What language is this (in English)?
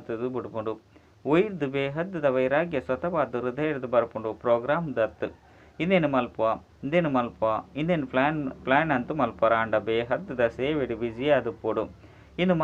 Tulu